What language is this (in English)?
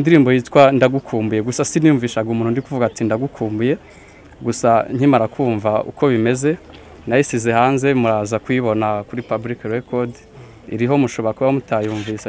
Kinyarwanda